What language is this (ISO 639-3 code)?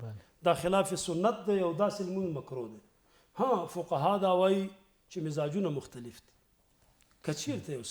pus